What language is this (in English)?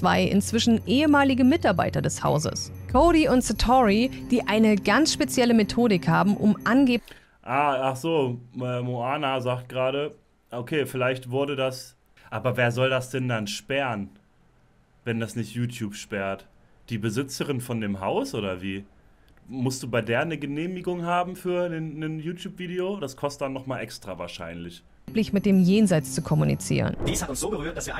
German